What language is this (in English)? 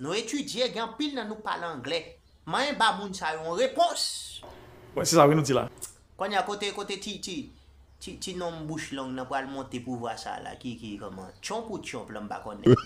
Haitian Creole